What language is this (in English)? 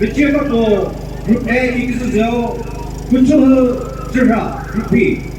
Chokri Naga